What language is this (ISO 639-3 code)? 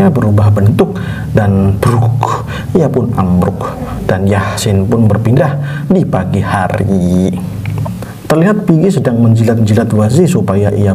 ind